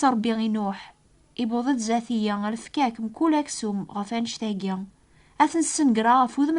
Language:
Kabyle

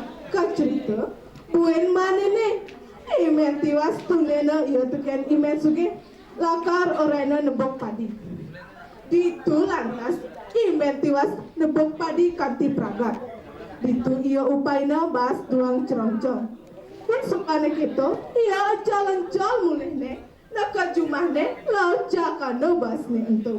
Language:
Balinese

